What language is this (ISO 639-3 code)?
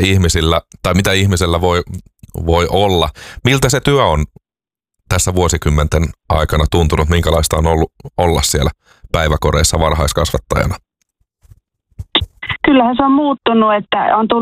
fin